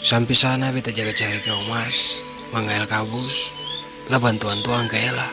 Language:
Ambonese Malay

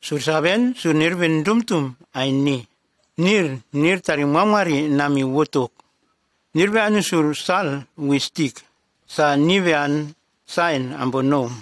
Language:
Nume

